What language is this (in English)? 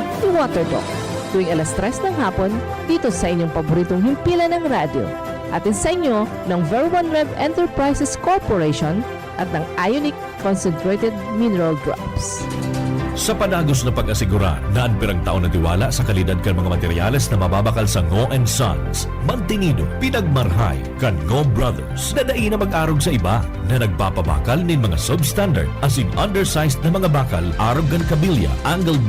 Bikol